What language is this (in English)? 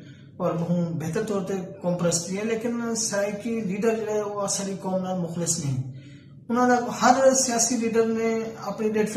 Saraiki